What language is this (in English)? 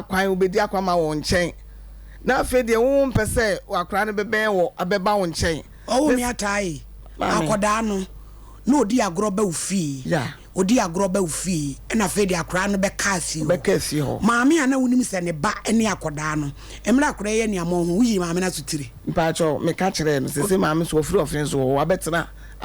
Akan